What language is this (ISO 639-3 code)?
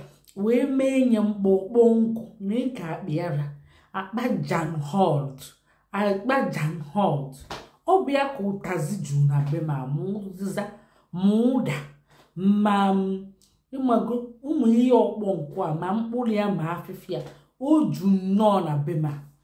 ibo